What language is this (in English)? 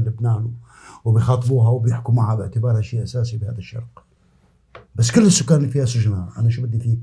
North Levantine Arabic